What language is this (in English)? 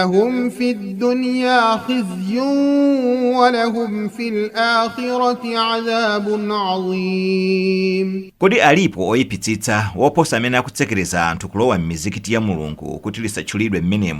Nyanja